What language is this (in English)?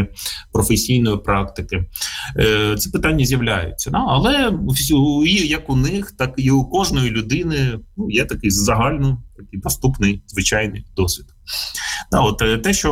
Ukrainian